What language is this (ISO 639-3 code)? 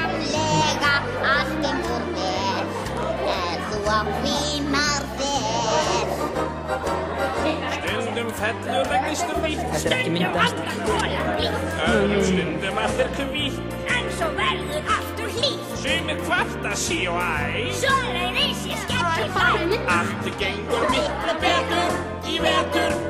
isl